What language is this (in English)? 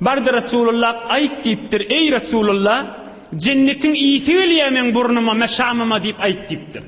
Turkmen